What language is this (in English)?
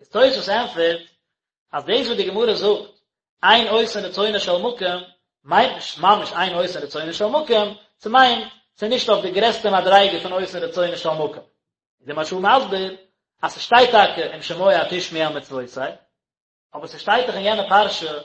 Yiddish